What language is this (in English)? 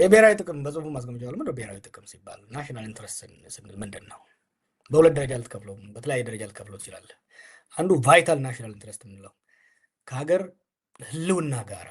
Amharic